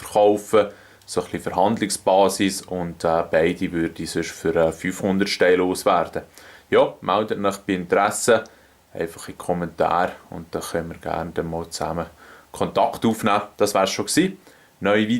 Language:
Swiss German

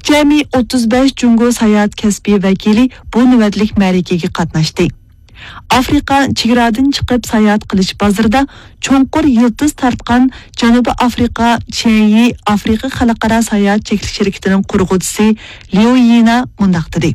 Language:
Uyghur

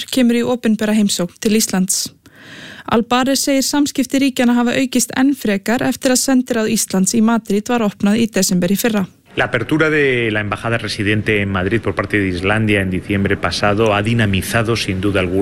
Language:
Icelandic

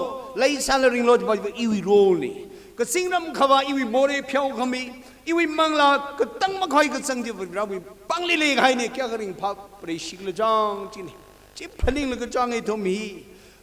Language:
Tangkhul Naga (India)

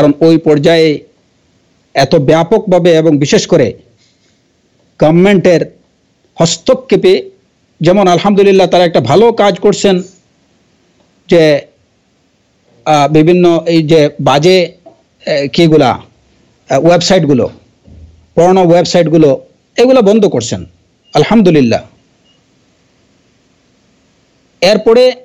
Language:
Bangla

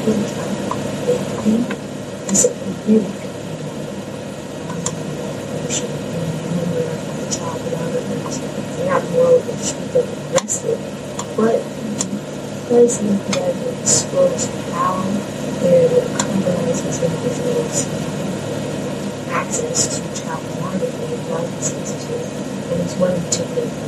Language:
English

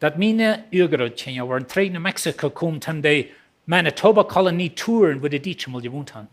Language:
Plautdietsch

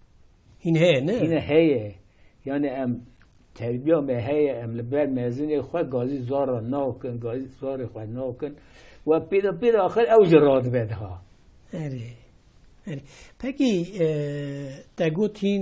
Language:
Kurdish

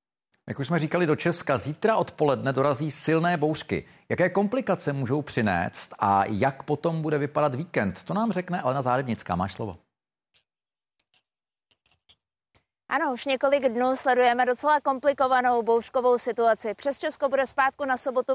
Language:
Czech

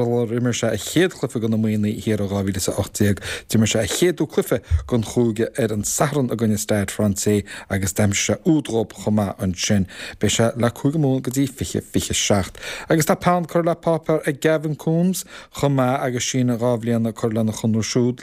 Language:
Irish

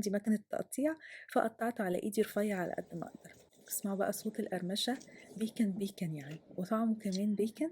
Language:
Egyptian Arabic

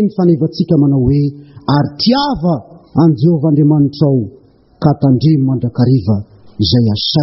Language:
Malagasy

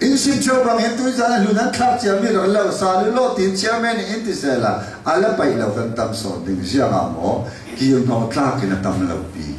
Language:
Falam Chin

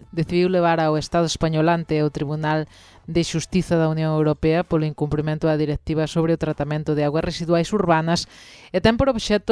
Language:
Galician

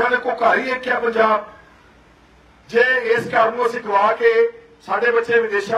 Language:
Punjabi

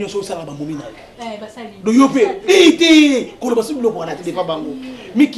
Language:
Lingala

